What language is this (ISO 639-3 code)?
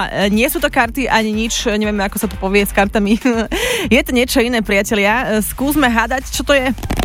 slk